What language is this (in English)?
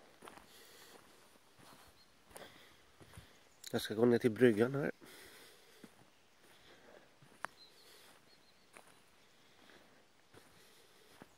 Swedish